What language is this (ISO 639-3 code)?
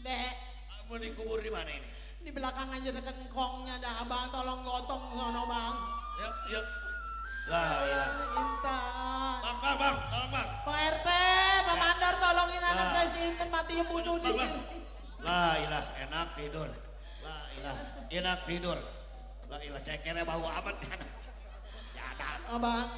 bew